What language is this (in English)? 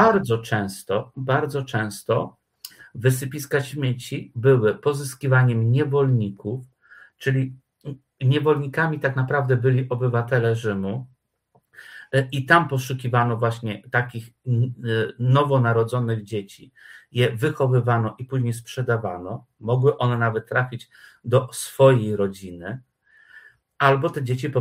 Polish